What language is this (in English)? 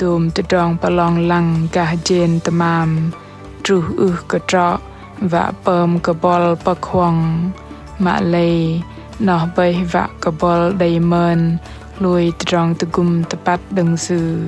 Bahnar